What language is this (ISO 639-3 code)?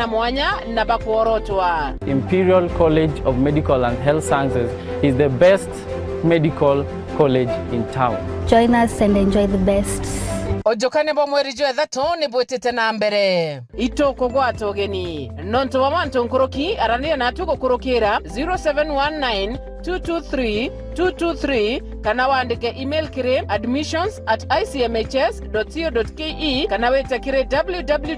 mer